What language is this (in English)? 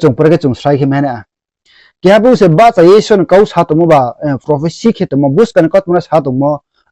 Riang (India)